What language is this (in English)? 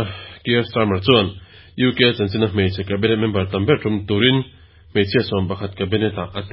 Mizo